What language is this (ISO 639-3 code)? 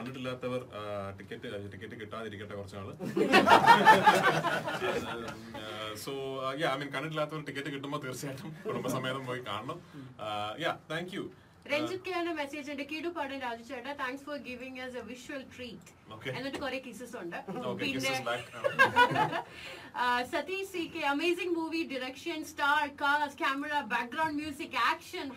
mal